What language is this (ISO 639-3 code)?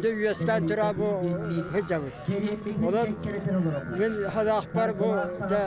sah